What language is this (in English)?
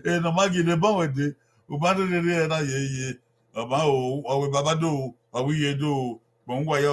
Bini